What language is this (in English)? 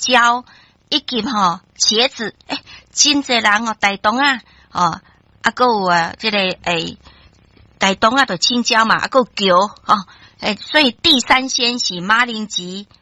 Min Nan Chinese